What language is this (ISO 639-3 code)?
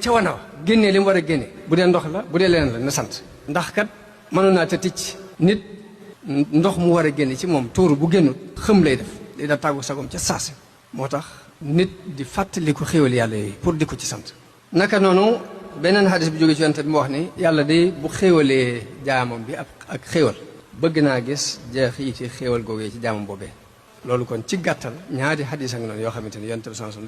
wol